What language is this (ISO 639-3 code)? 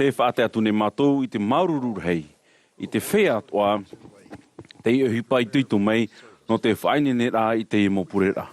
tah